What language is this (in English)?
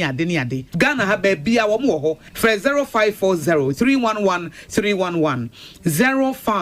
Akan